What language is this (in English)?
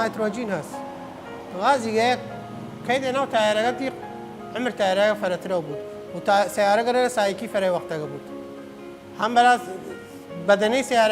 Southern Kurdish